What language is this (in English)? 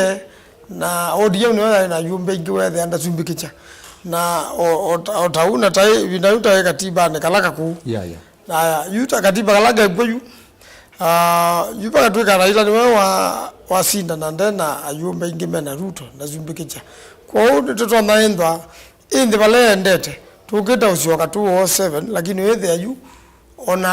Kamba